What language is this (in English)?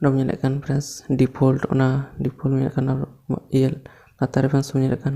Santali